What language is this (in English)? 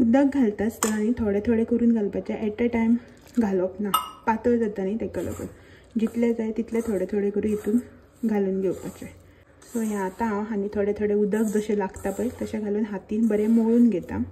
Konkani